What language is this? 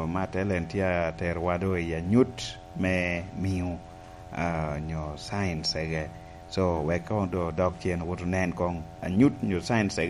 Lango (Uganda)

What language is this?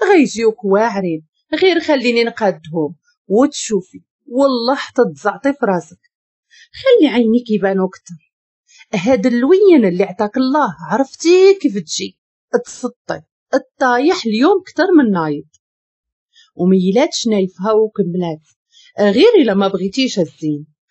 Moroccan Arabic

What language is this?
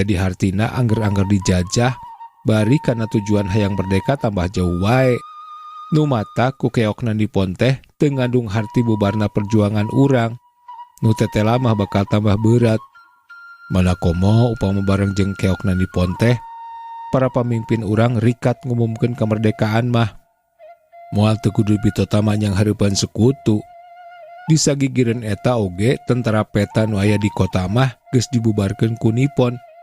Sundanese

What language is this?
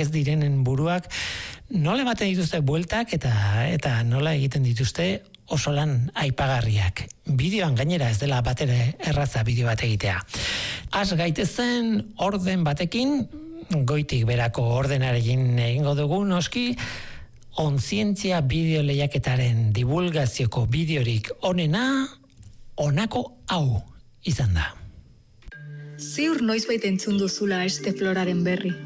Basque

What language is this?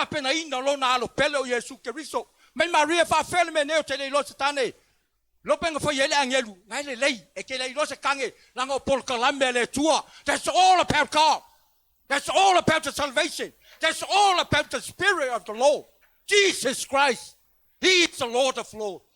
Samoan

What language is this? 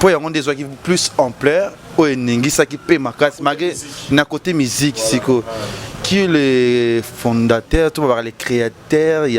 Lingala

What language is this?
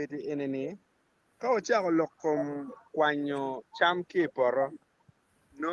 Acoli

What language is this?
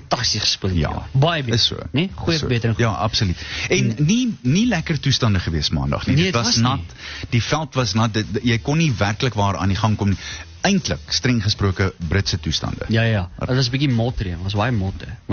Afrikaans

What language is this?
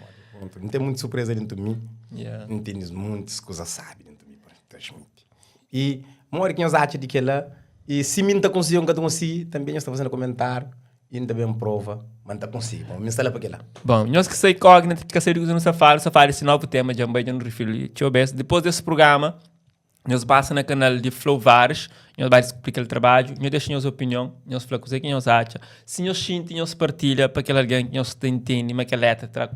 Kabuverdianu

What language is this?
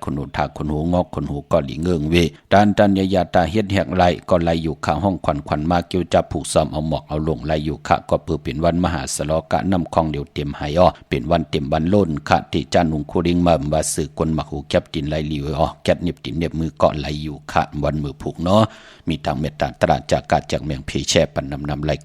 Shan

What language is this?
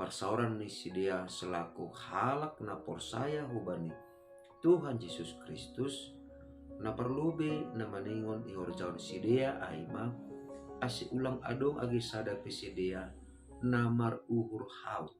Batak Simalungun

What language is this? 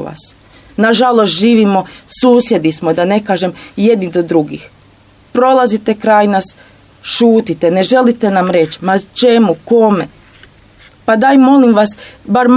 Croatian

